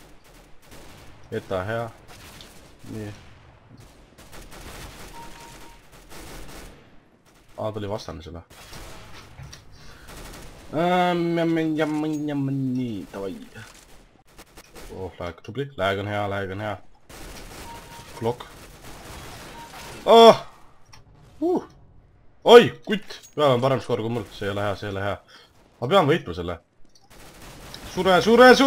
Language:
Estonian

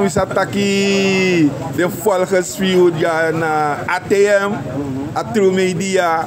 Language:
Sranan Tongo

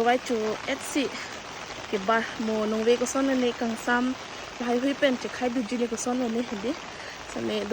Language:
Karbi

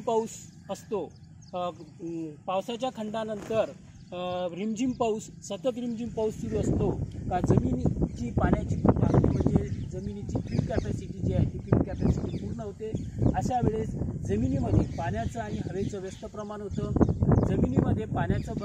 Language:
Marathi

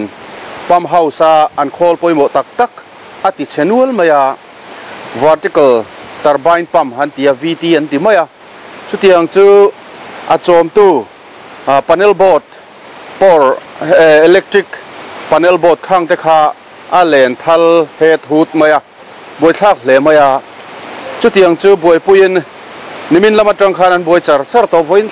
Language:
Mizo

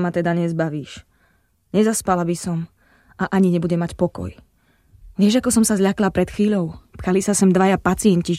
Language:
Slovak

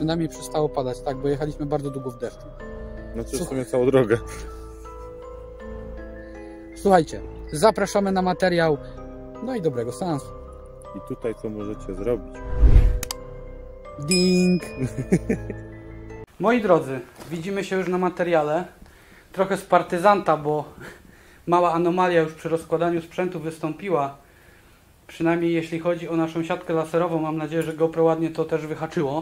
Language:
Polish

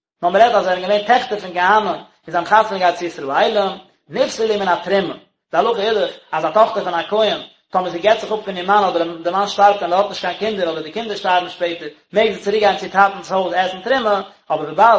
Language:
Yiddish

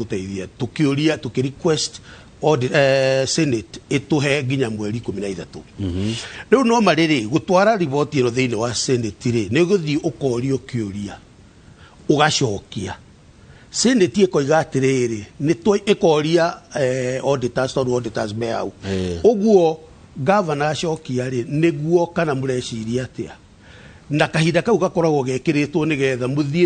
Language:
Kikuyu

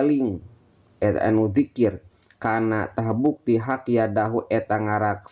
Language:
Sundanese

